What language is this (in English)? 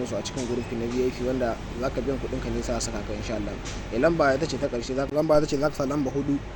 Hausa